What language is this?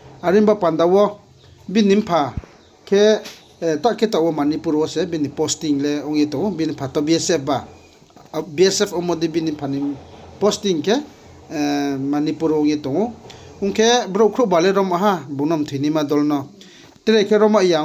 Riang (India)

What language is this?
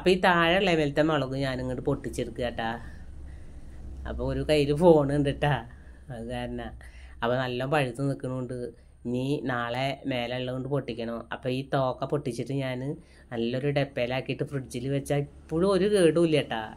Malayalam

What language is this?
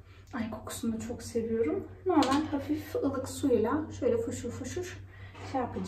Turkish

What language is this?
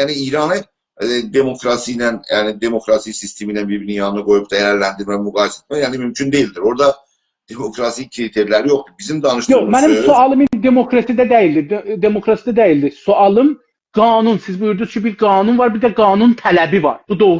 South Azerbaijani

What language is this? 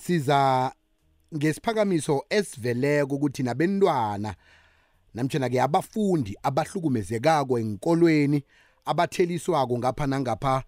South Ndebele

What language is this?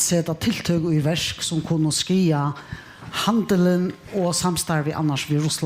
Faroese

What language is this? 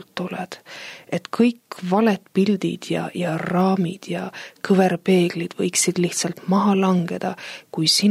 Estonian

